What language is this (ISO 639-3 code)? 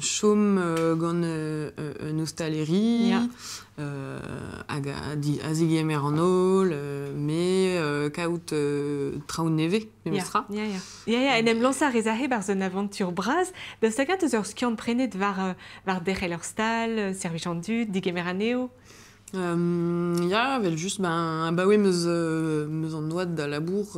bre